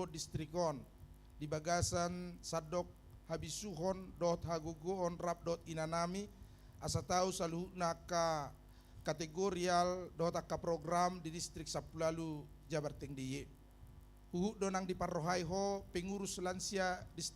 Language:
Batak Toba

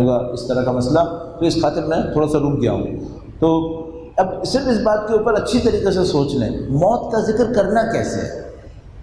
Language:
Urdu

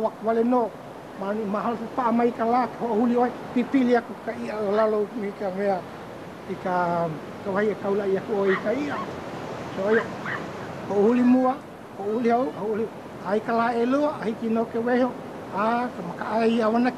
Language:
Hawaiian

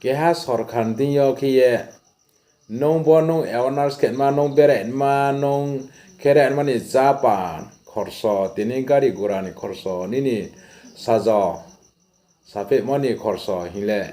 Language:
Riang (India)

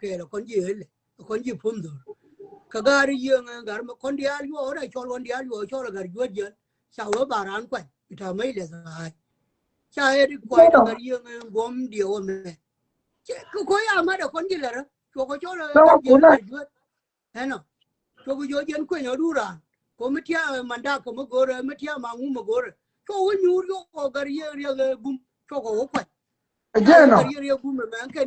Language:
Nuer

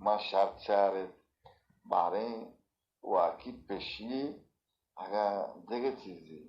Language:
Baluchi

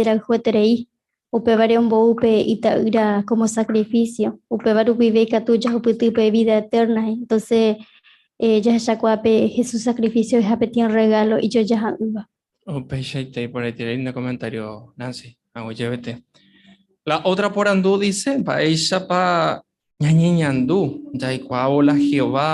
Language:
Guarani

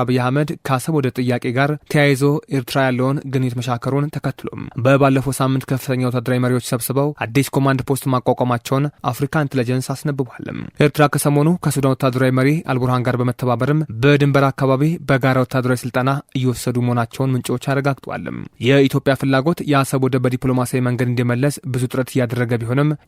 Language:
Amharic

